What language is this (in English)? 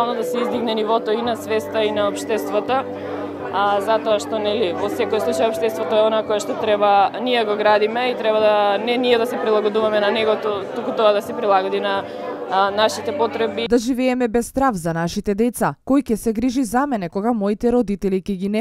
Macedonian